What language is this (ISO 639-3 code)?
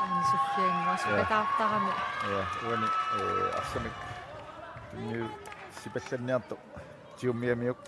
kal